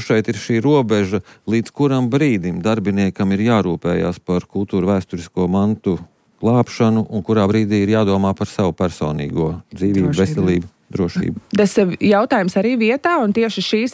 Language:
Latvian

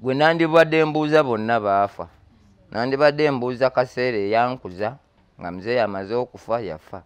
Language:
Ganda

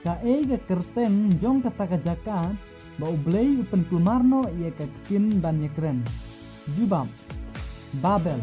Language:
Khasi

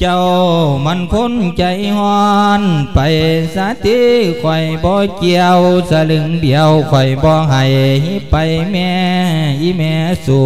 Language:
Lao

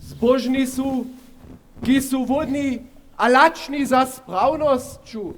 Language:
Upper Sorbian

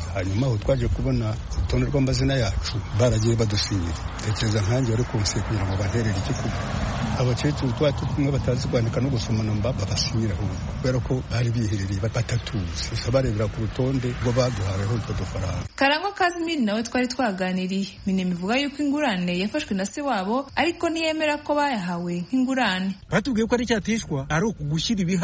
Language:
Kinyarwanda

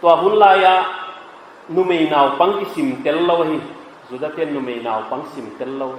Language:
Paite Chin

